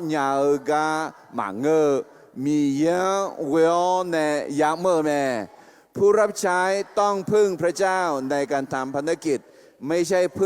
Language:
Akha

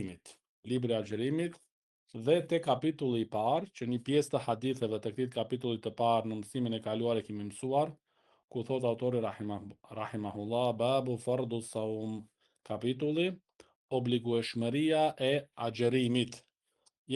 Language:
Albanian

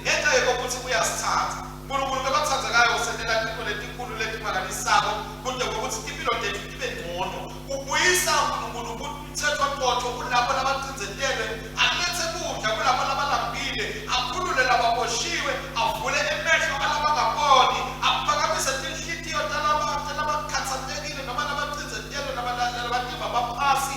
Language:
Swati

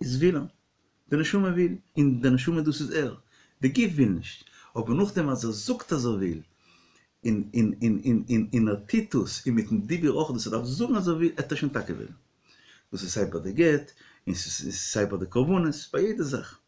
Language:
Yiddish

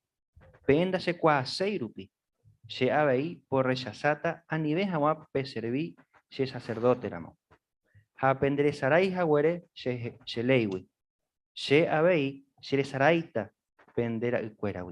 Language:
Guarani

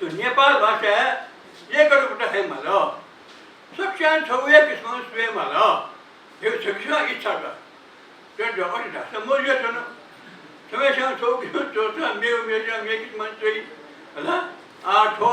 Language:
Newari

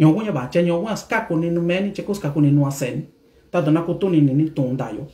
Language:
Mixtepec Mixtec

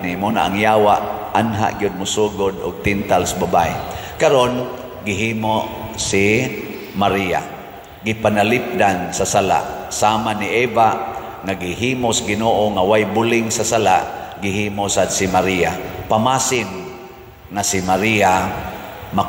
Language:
Cebuano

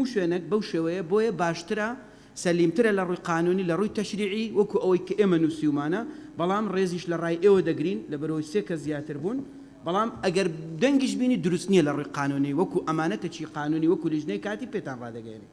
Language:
Central Kurdish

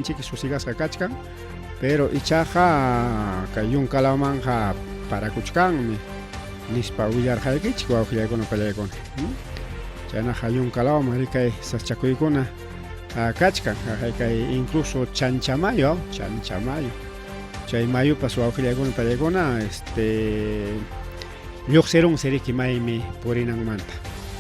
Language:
Ayacucho Quechua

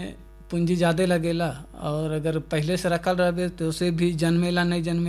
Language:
Bhojpuri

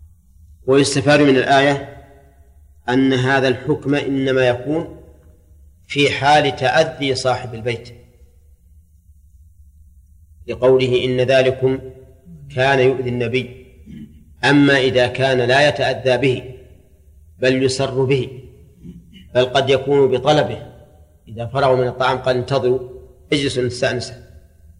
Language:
Arabic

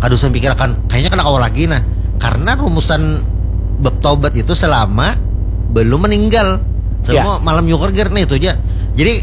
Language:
Banjar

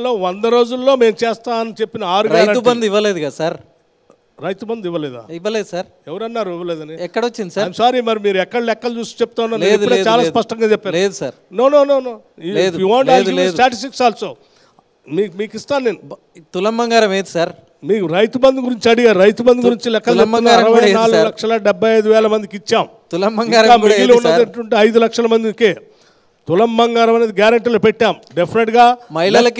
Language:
Telugu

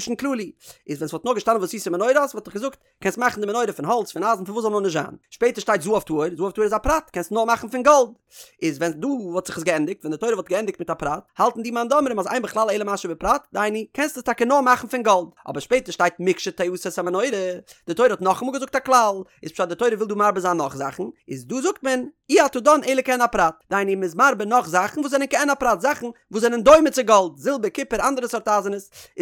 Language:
Yiddish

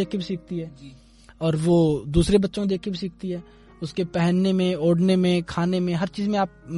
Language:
Hindi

